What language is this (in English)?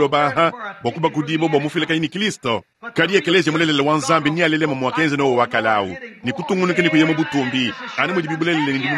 Luba-Lulua